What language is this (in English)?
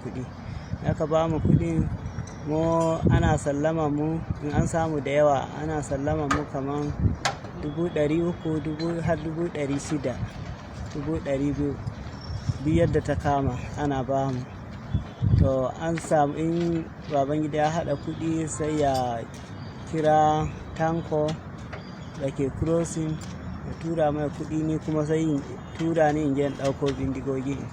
Hausa